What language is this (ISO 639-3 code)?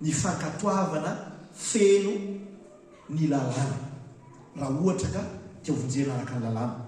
mlg